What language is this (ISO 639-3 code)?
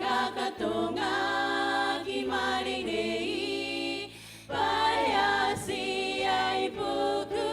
gil